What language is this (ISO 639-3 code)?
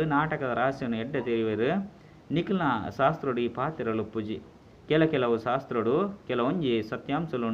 tcy